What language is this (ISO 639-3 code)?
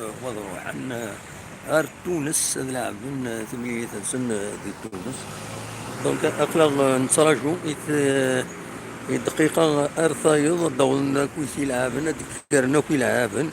kab